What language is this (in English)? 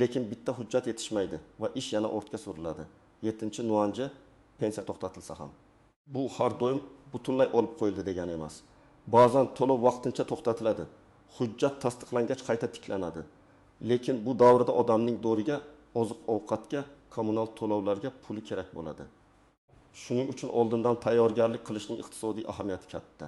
Uzbek